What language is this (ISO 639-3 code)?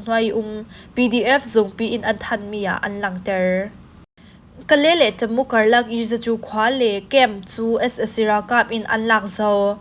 cfm